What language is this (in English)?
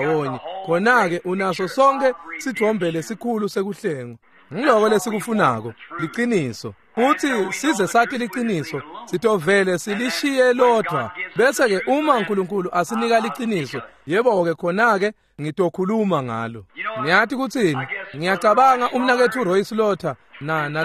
Swati